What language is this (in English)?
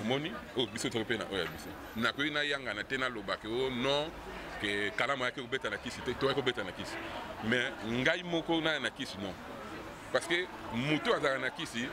Lingala